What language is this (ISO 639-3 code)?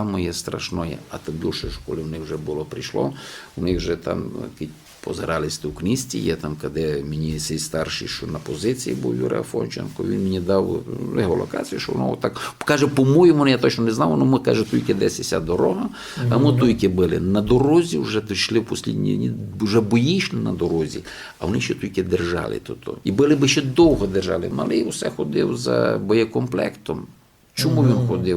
rue